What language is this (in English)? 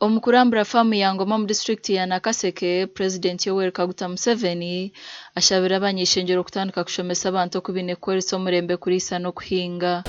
Nyankole